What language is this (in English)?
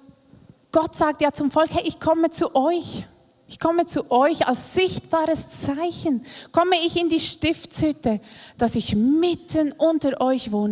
Swiss German